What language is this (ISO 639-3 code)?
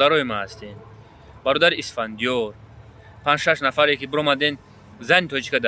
tgk